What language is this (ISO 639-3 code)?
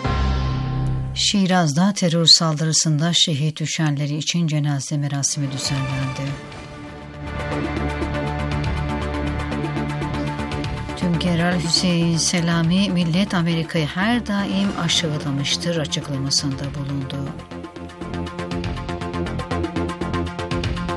tur